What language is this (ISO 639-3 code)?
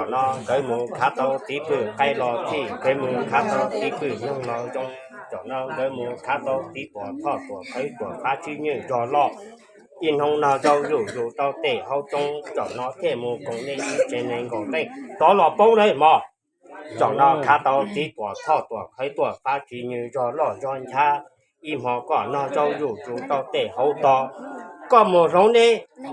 hmn